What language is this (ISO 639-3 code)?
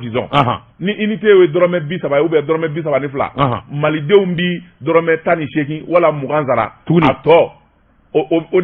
bam